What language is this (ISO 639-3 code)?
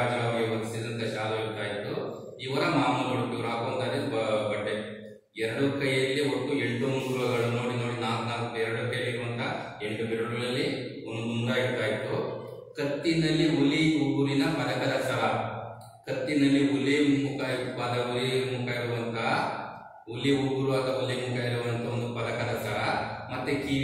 kan